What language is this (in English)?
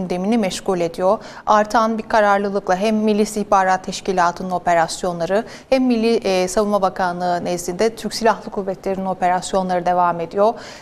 Turkish